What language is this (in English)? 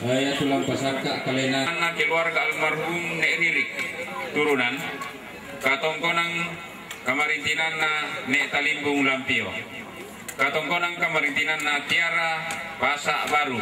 Toraja-Sa'dan